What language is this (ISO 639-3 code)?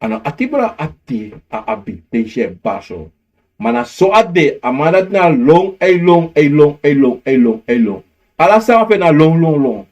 srn